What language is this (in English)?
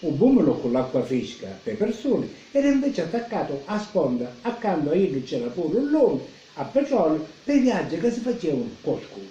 Sicilian